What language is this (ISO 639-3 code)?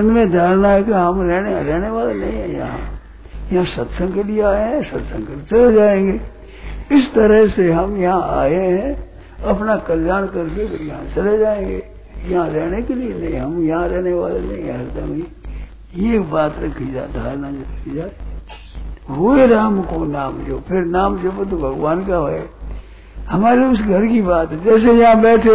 hin